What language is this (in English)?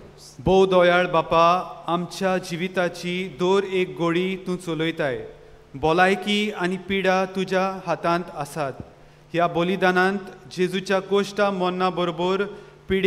Konkani